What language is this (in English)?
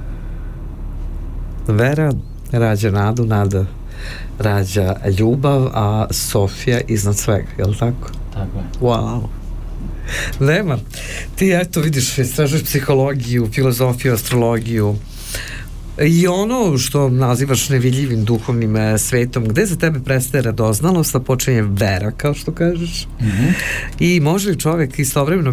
Serbian